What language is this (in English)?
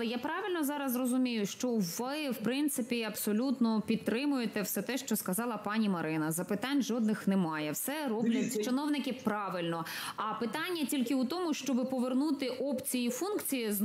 Ukrainian